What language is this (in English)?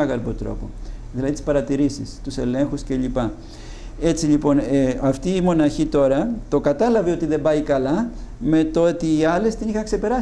Greek